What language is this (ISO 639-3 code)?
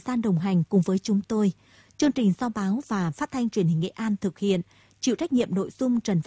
vie